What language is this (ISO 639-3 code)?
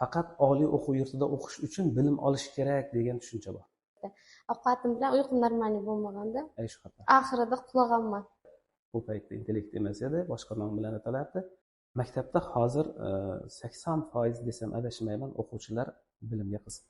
uzb